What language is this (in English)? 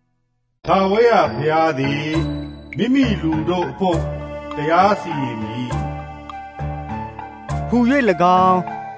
Burmese